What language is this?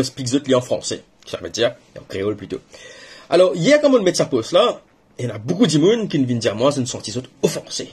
Morisyen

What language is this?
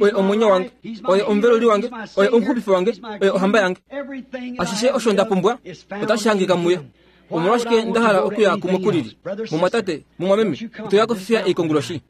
Kuanyama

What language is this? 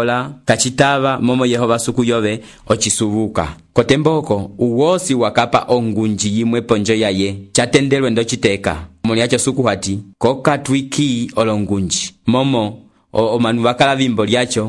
Umbundu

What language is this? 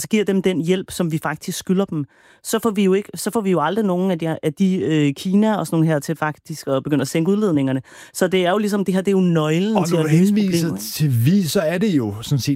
Danish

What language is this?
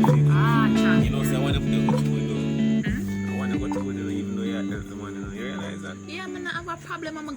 Jamaican Creole English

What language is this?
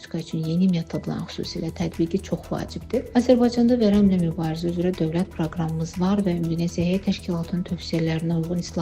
Azerbaijani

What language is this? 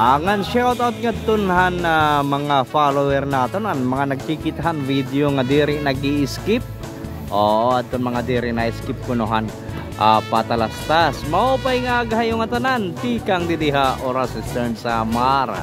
Waray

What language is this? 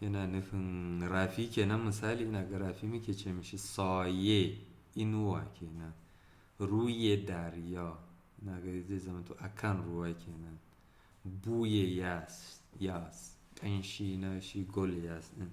Hausa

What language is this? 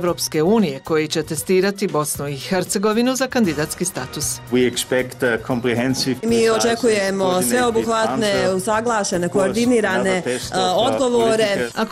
Bosnian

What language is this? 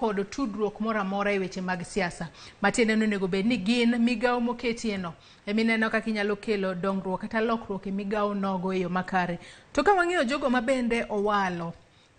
Luo (Kenya and Tanzania)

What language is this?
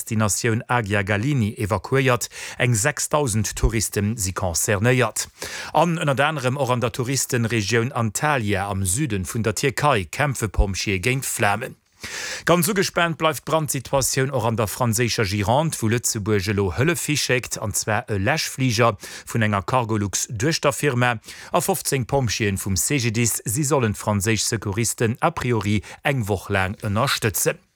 Luxembourgish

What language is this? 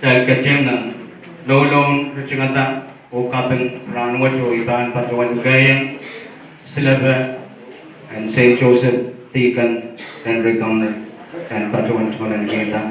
Pohnpeian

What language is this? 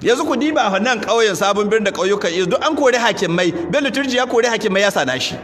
Hausa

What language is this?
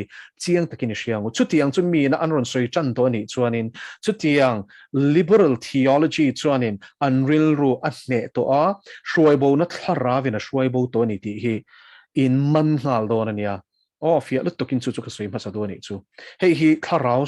Mizo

